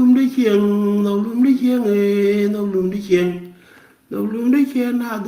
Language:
Nuer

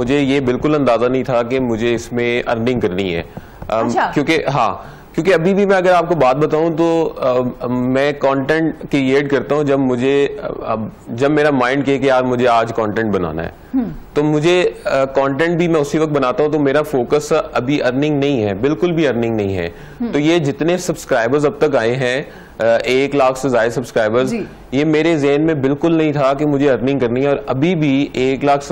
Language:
Hindi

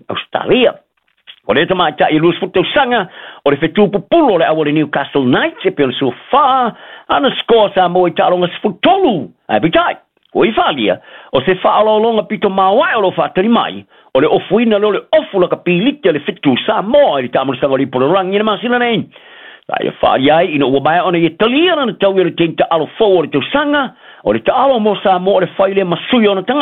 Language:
Samoan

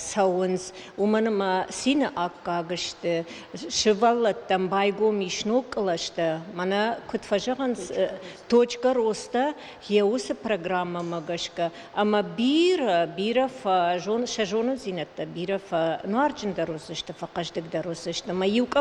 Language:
Ossetic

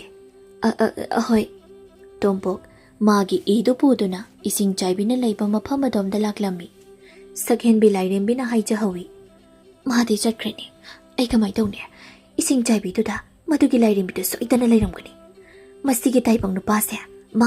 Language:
Manipuri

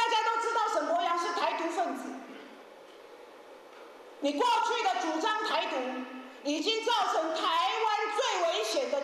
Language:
Chinese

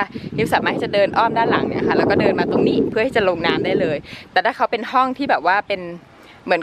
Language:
Thai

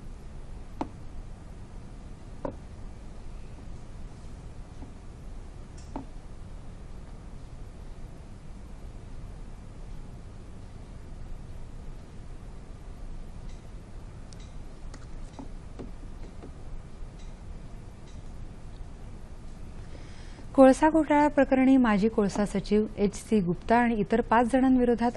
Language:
Marathi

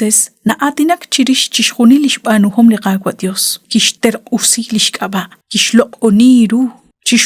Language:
Kekchí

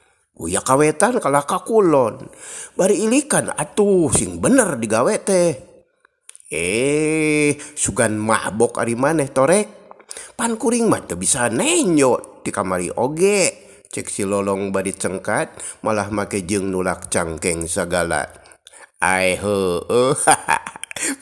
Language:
Sundanese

